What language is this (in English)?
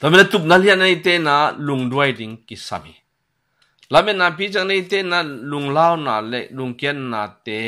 Tedim Chin